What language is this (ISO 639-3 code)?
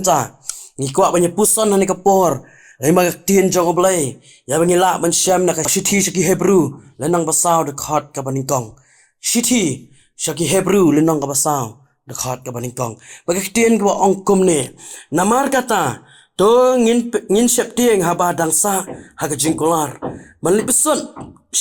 kha